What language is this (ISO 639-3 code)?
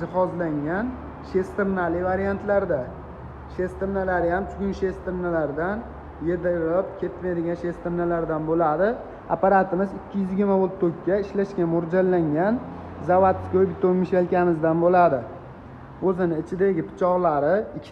uzb